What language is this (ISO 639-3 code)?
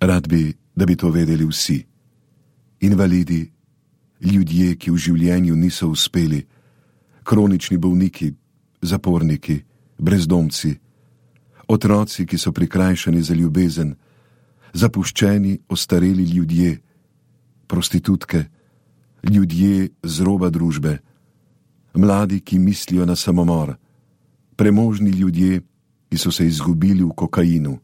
slv